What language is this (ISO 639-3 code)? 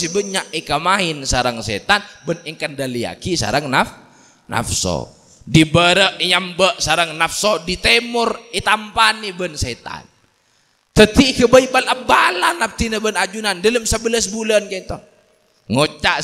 mad